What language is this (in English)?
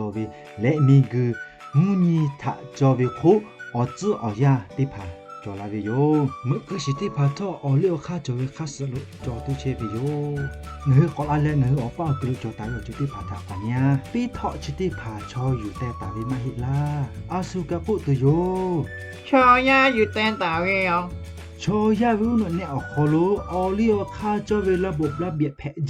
Lahu